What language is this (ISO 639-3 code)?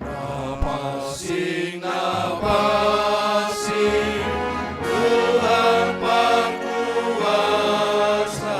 bts